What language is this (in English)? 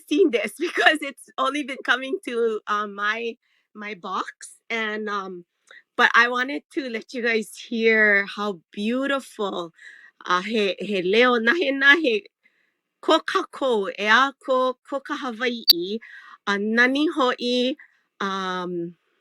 Hawaiian